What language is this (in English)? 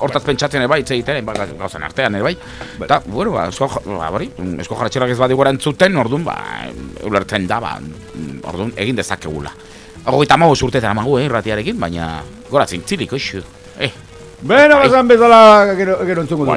Basque